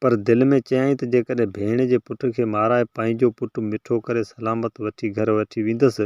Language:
Sindhi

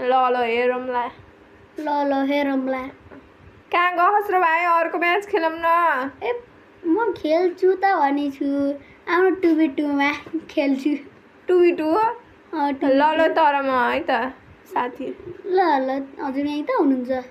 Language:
Nepali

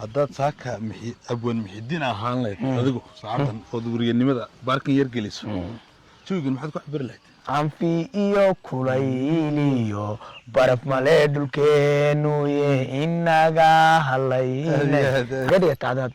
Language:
Somali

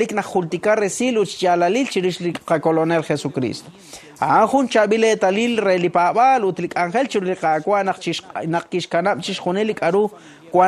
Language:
Kekchí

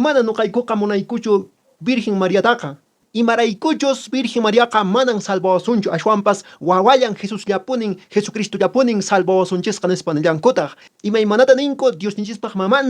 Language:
Quechua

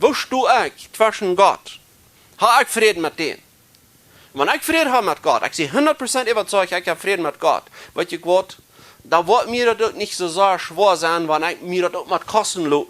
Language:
Plautdietsch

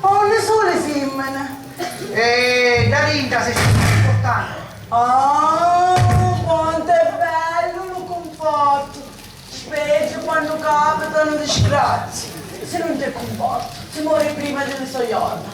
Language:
Sicilian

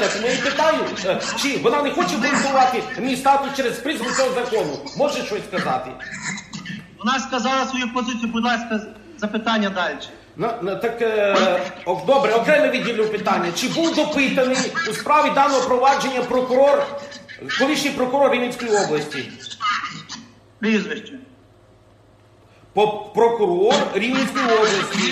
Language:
Ukrainian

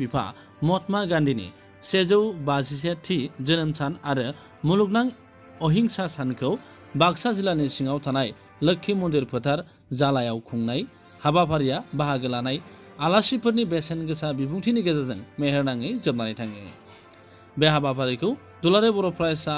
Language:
Bodo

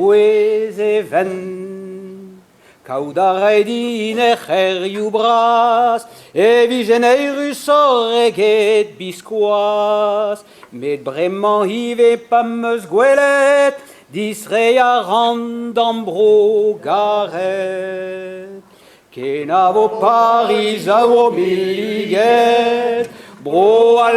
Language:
Breton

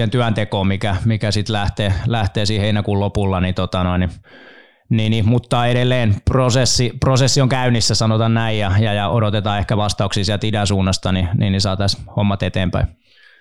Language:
Finnish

